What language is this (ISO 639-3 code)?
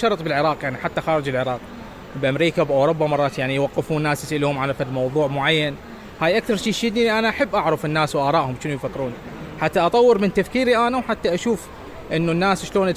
acm